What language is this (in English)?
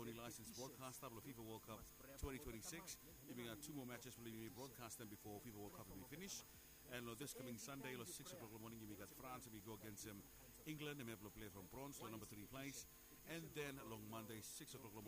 Bislama